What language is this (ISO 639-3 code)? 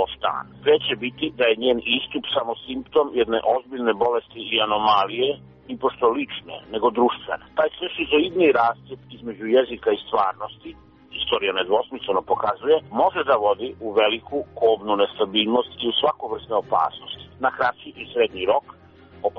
srp